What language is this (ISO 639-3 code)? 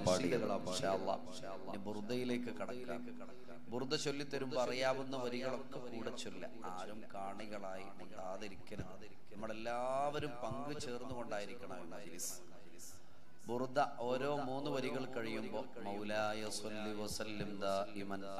mal